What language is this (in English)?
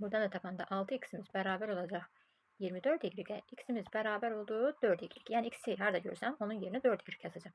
Azerbaijani